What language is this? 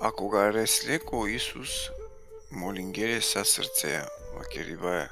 Balkan Romani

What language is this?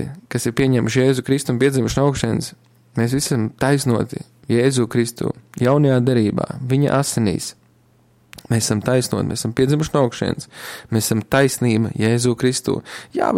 Latvian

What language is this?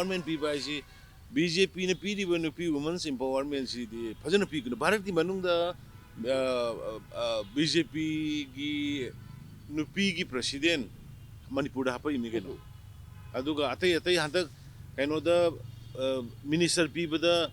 Manipuri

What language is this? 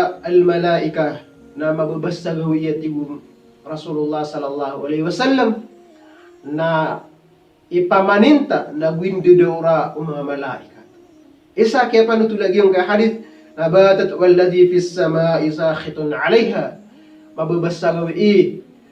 Maranao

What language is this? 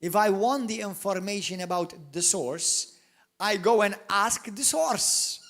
English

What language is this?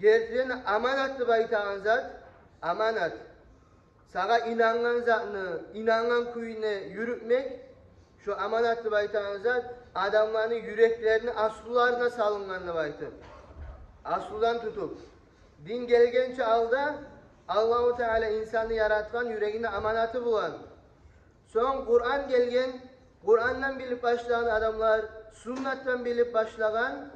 Kumyk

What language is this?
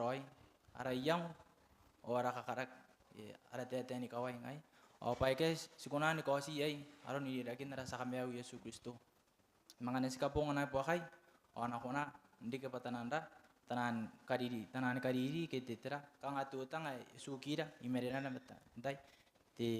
Gilbertese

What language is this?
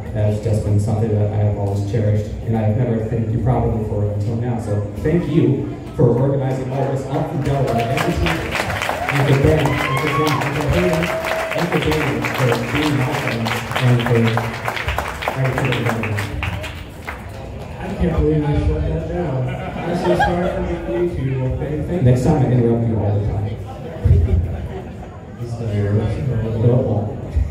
English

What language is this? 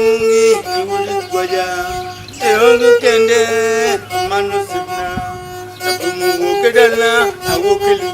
Luo (Kenya and Tanzania)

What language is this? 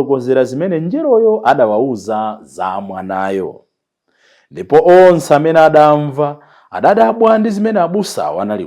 Nyanja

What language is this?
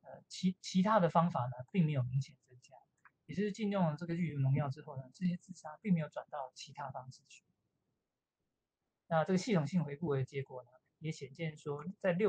Chinese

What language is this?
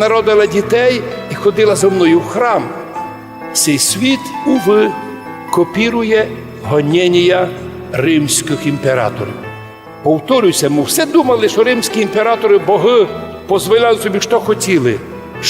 Rusyn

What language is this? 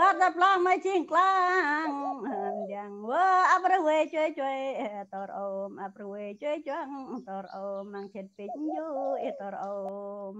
Central Mnong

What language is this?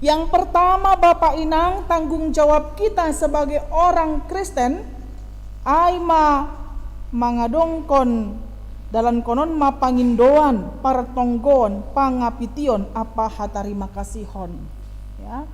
Batak Simalungun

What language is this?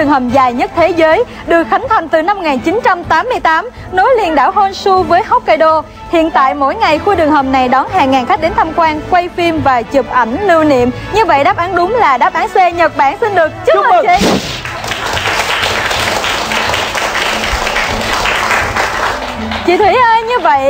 Vietnamese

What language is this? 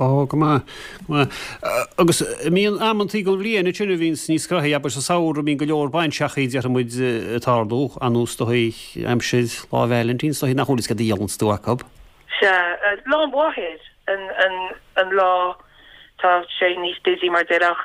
Irish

